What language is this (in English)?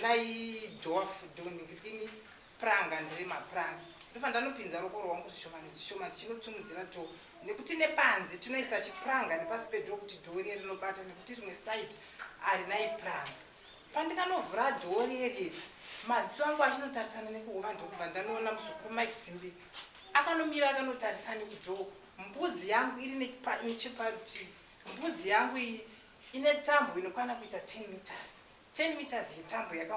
Shona